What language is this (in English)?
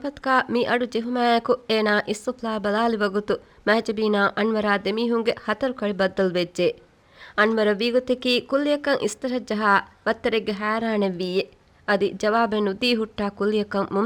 Divehi